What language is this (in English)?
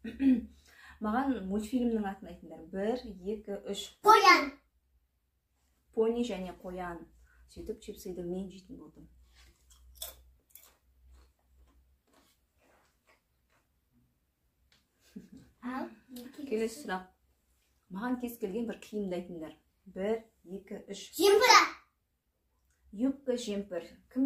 Kazakh